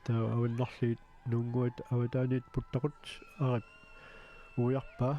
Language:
Kalaallisut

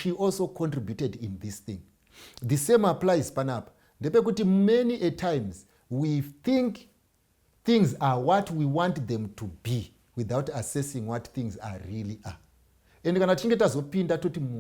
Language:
Shona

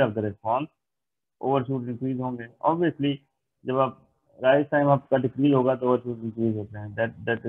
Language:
Hindi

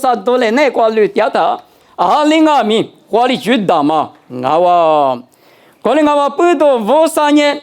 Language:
Lisu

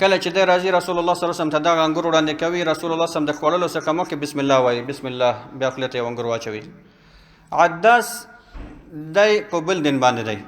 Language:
Pashto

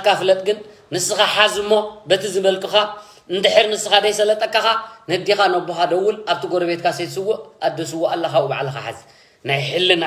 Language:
Tigrinya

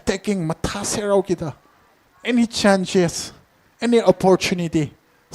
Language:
Tangkhul Naga (India)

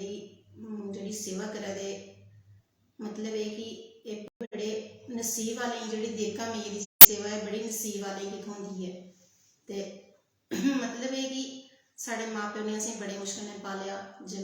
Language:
Dogri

